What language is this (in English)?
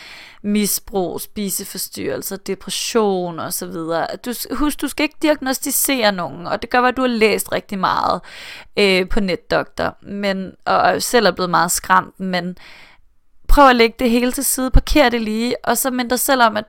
Danish